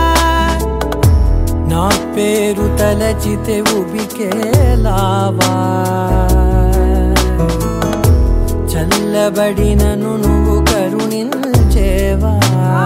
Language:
Telugu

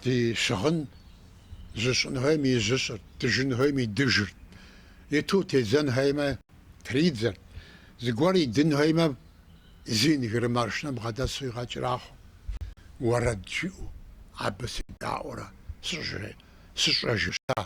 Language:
Kabardian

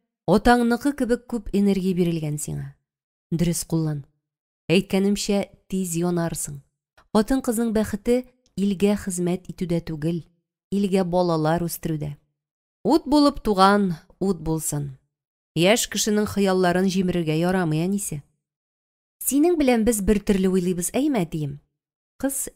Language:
Tatar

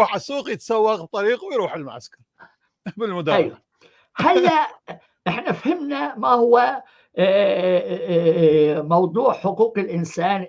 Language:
North Levantine Arabic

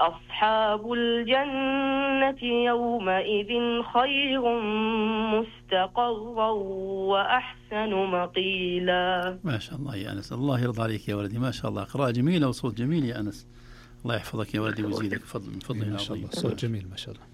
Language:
Najdi Arabic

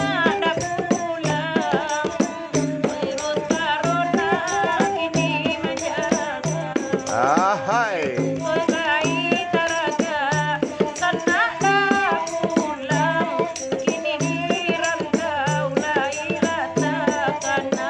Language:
Minangkabau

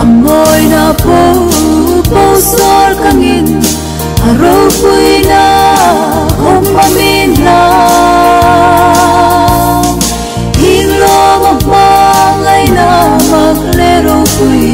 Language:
Hmar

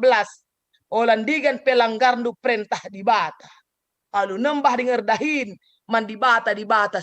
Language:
Batak Karo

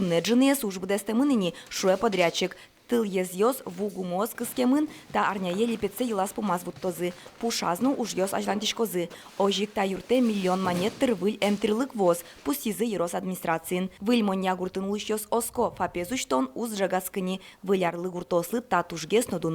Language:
Udmurt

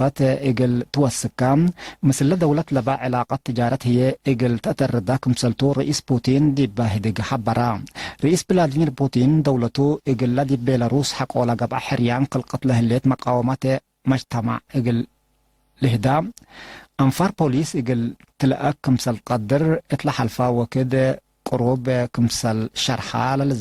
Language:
Tigre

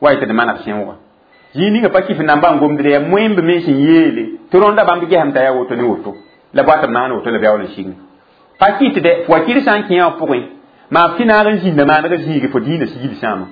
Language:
Mossi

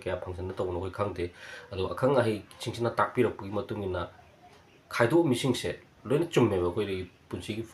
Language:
Manipuri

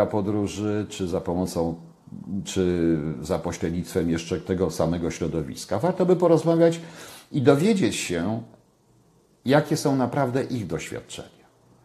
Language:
Polish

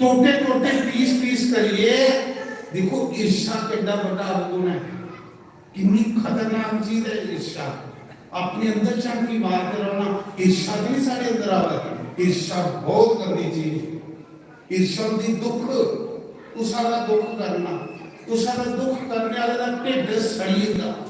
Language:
Dogri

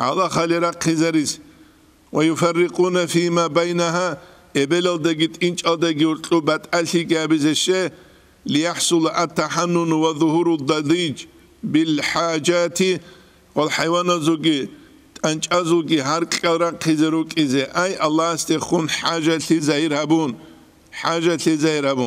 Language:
Avaric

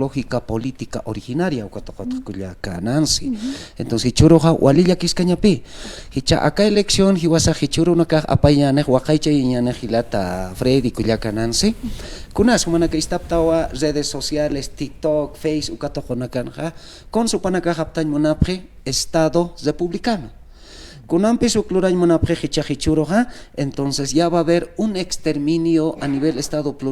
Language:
Aymara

